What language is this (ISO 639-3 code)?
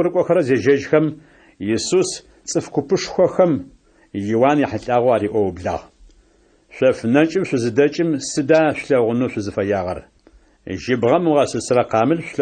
ady